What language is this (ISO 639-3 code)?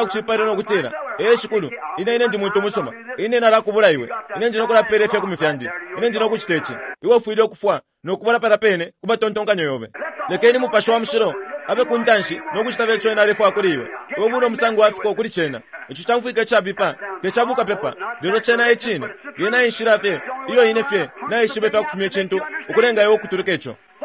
bem